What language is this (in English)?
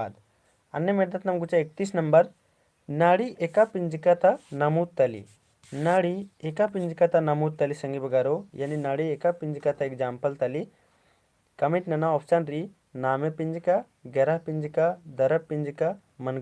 Kurukh